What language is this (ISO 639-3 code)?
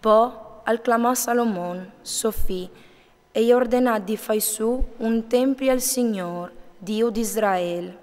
fur